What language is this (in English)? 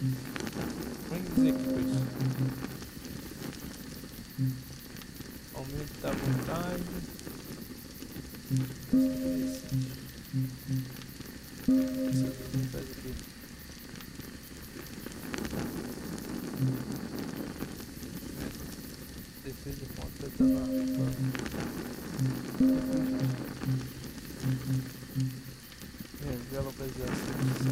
Portuguese